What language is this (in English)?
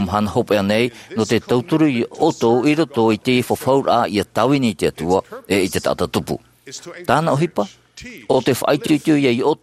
Tahitian